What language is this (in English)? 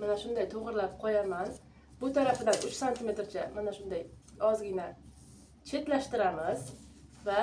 Uzbek